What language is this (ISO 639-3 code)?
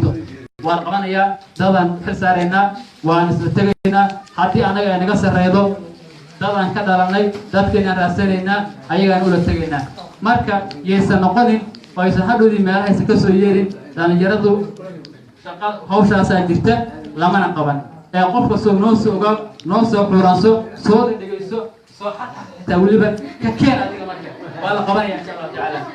som